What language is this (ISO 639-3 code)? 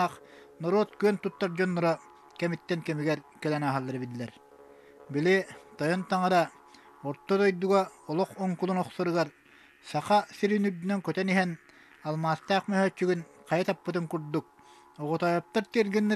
sah